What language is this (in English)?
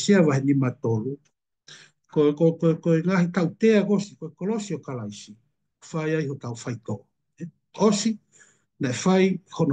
Tongan